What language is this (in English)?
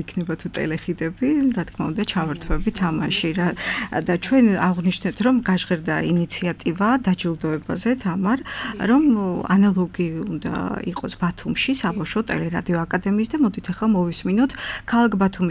Georgian